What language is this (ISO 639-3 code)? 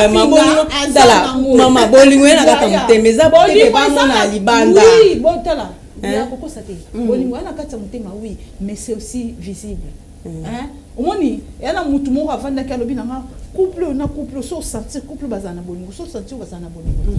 lin